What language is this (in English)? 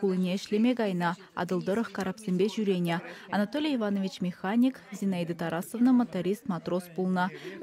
Chuvash